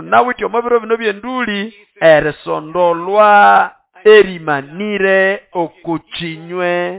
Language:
Nande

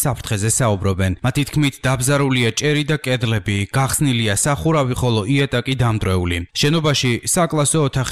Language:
Georgian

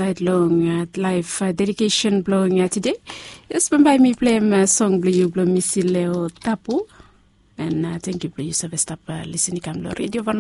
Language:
Bislama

